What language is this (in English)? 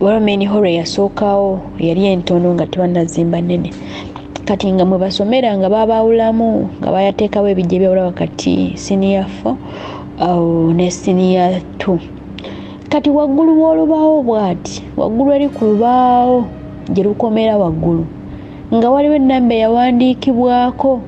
Ganda